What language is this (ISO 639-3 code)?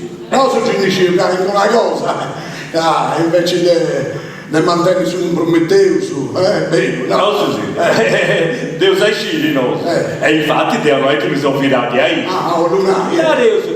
srd